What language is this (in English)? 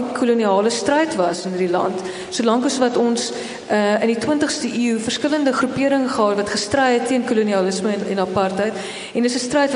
Afrikaans